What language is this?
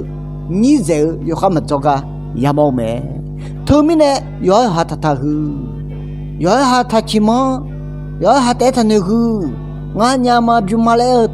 Akha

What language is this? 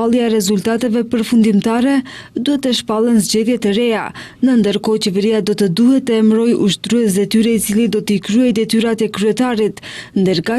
Albanian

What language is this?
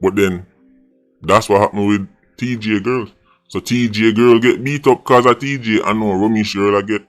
Jamaican Creole English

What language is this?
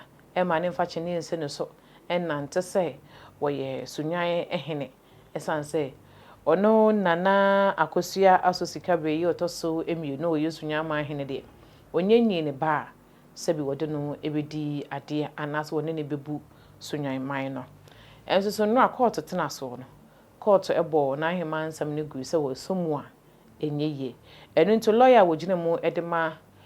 Akan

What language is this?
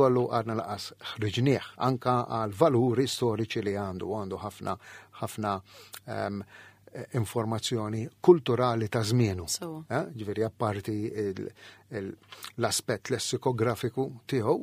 Maltese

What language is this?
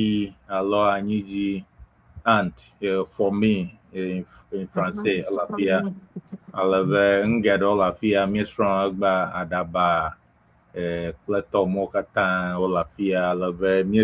Ewe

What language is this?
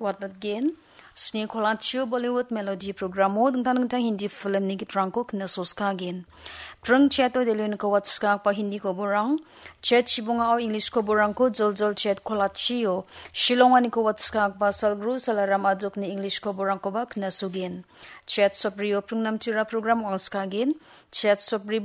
Garo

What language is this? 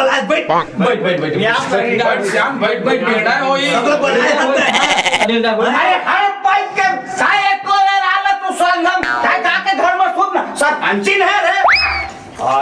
Chhattisgarhi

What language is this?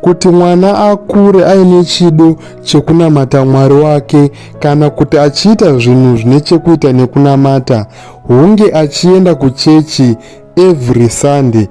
Shona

